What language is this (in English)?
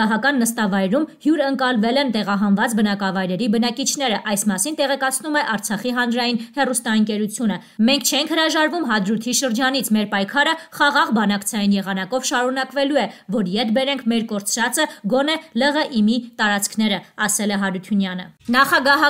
Armenian